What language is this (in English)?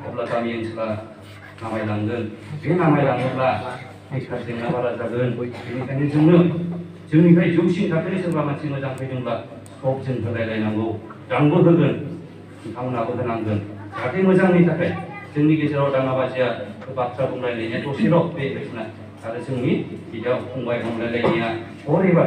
Bodo